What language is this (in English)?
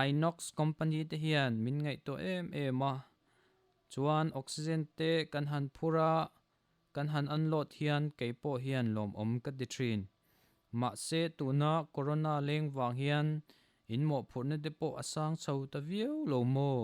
Mizo